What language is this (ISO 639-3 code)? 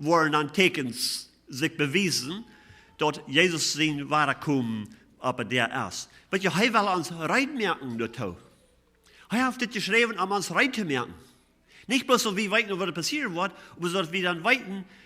pdt